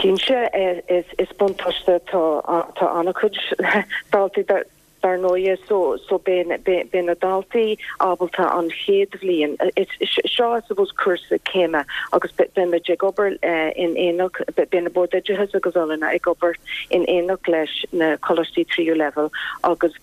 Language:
Irish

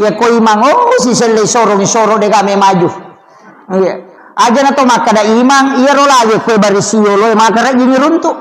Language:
Buginese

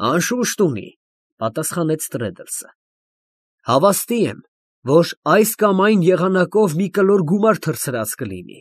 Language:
Armenian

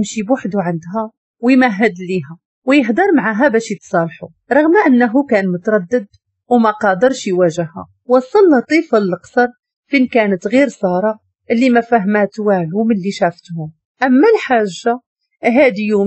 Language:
Moroccan Arabic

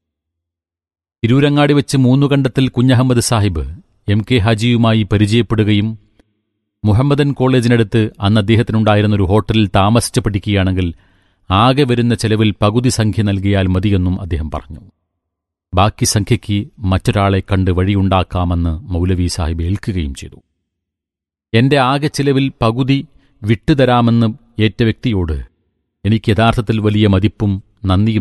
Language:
Malayalam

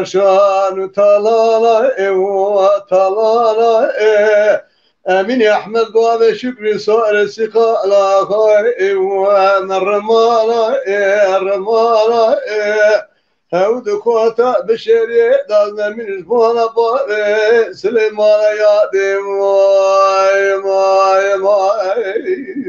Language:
Kurdish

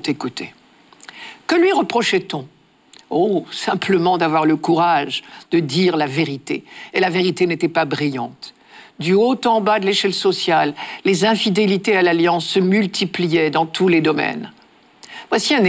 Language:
French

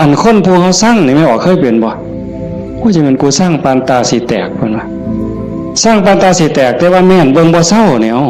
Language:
Northeastern Thai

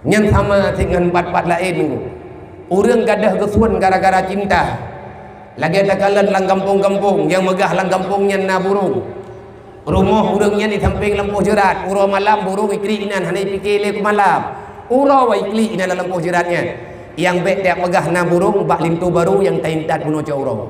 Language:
Achinese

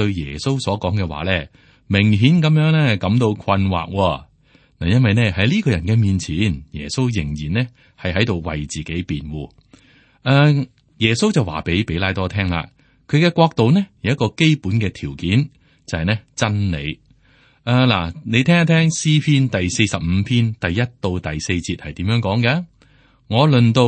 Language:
Cantonese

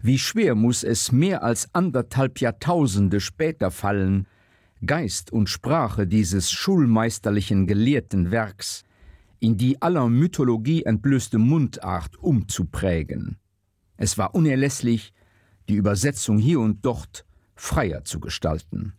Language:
Luxembourgish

